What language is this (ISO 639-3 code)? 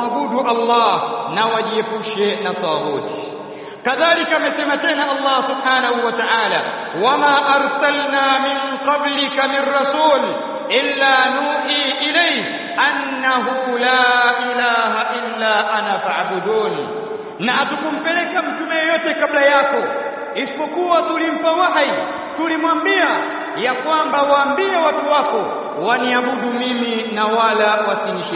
swa